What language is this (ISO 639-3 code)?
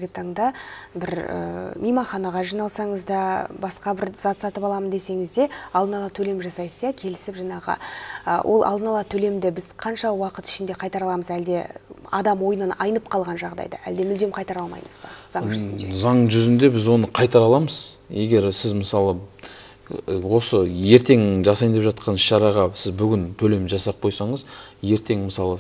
kaz